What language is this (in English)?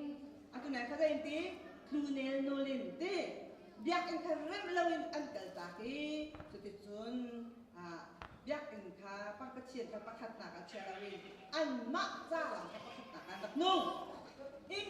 Hakha Chin